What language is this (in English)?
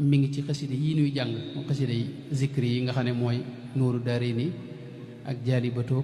Wolof